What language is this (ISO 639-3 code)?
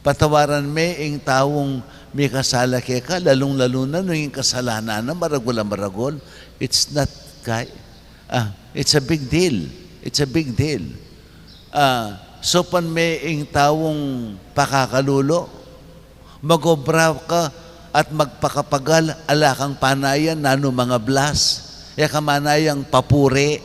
pam